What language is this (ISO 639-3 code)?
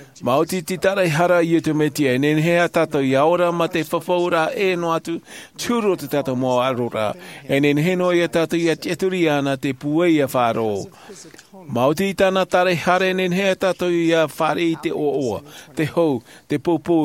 tah